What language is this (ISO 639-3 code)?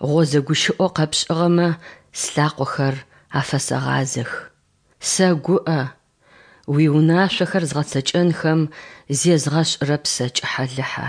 ady